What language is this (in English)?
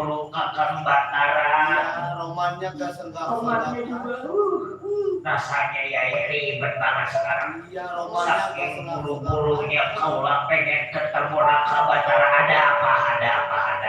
Betawi